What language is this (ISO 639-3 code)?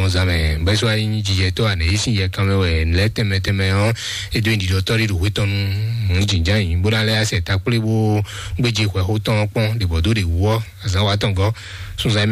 fon